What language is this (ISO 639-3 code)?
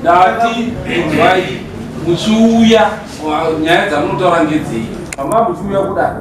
sna